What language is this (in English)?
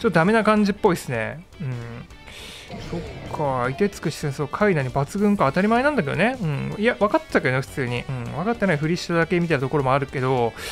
Japanese